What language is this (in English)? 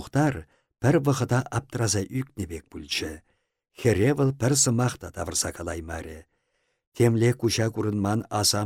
Chuvash